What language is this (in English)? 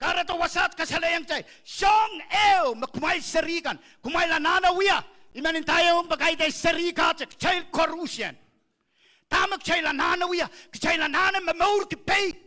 Pohnpeian